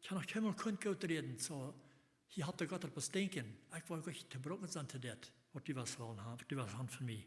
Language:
Plautdietsch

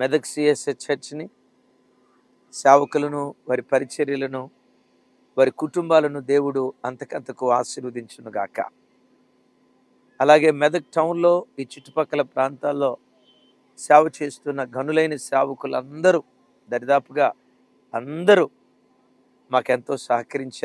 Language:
Telugu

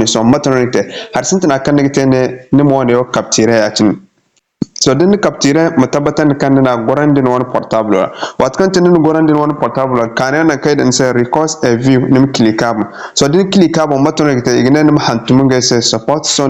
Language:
Zarma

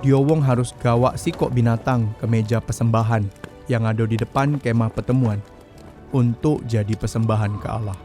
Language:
Musi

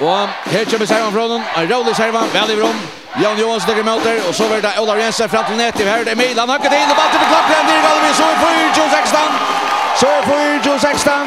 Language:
Faroese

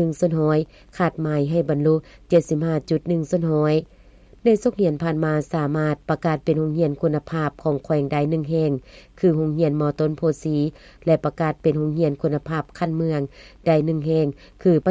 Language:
Lao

